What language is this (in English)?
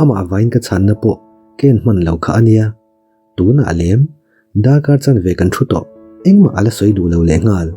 Mizo